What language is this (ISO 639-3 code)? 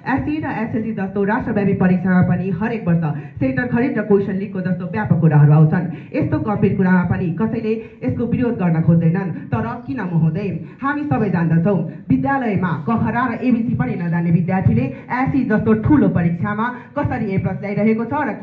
nep